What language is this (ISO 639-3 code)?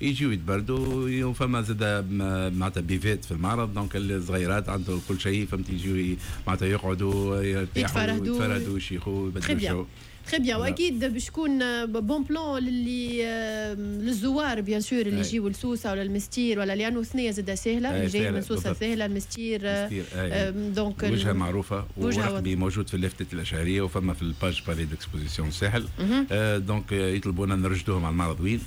aeb